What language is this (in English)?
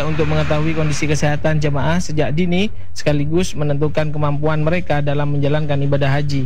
Indonesian